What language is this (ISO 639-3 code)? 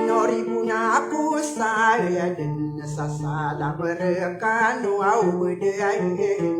mrw